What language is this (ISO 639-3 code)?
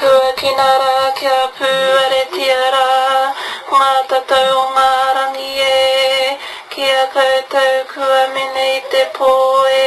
mri